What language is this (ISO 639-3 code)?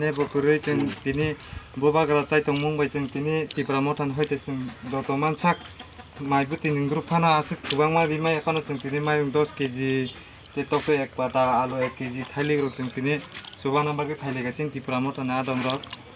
trp